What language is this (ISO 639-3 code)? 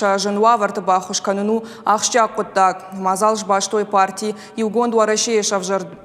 oss